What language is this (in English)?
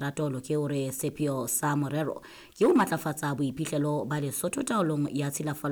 Southern Sotho